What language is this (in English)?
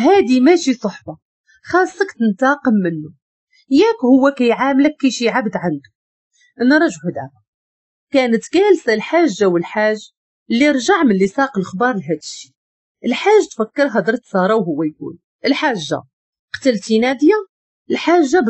Moroccan Arabic